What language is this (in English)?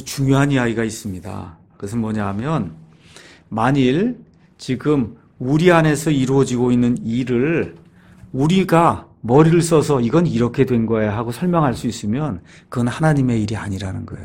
Korean